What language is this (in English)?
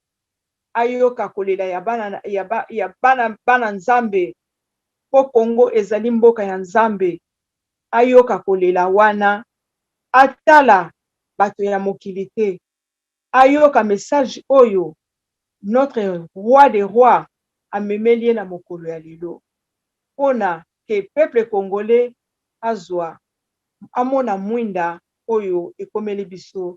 Lingala